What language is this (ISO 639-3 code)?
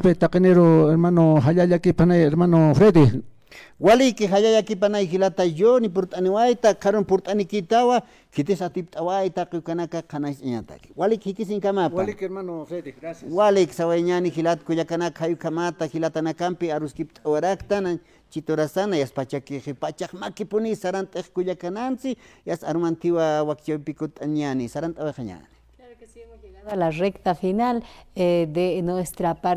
aym